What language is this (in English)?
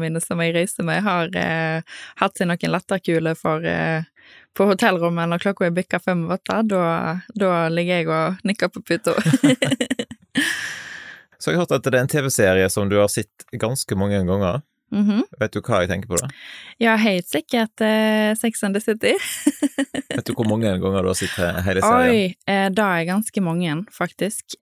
Norwegian